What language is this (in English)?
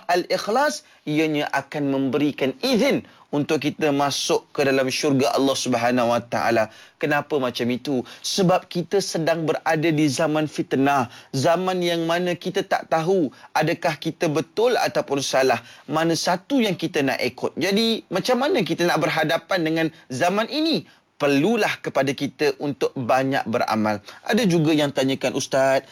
Malay